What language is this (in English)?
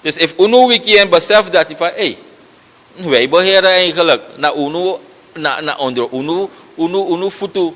Sranan Tongo